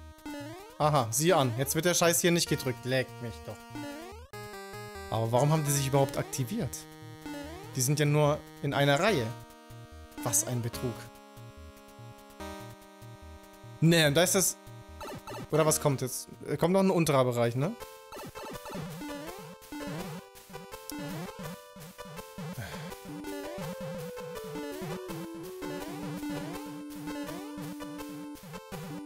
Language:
German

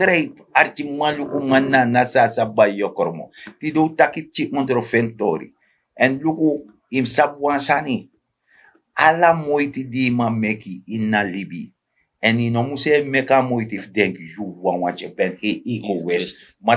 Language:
Sranan Tongo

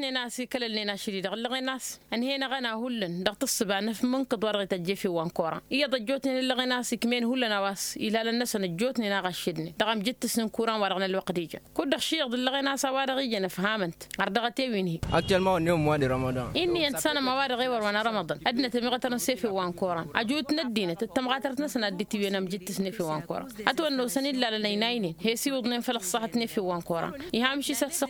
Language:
Tamasheq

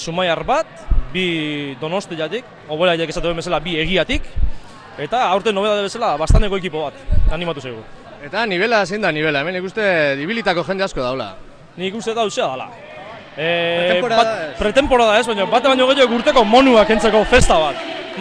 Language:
Basque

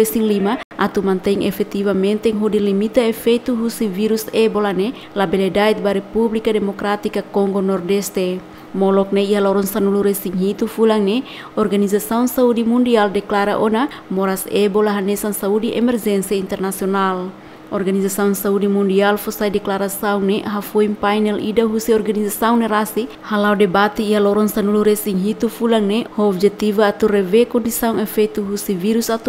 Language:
Tetum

